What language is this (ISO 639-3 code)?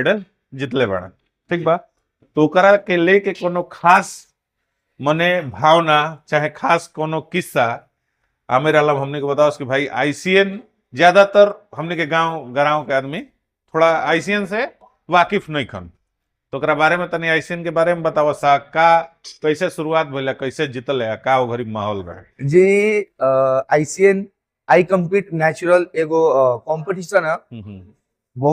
bho